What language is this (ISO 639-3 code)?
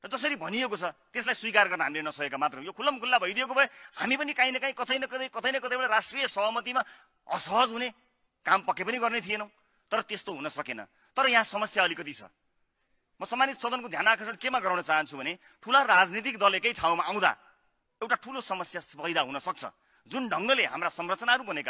nep